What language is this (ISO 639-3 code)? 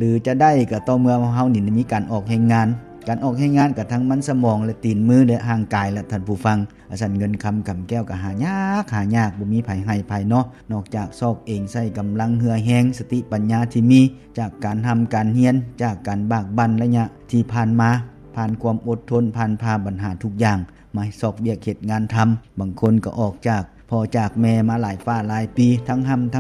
lao